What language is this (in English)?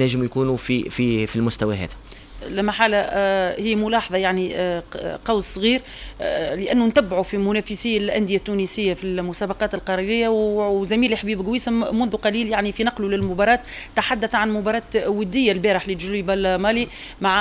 Tunisian Arabic